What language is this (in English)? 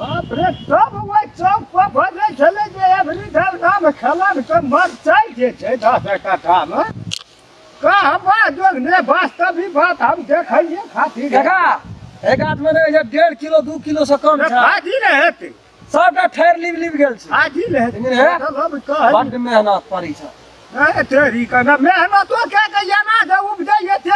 Maithili